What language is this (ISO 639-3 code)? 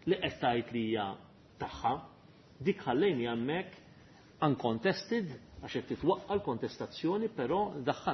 mlt